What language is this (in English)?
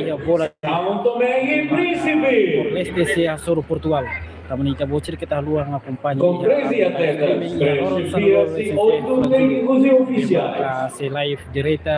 Tetum